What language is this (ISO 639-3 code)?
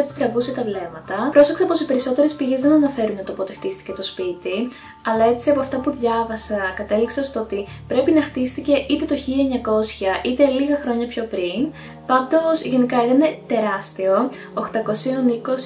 ell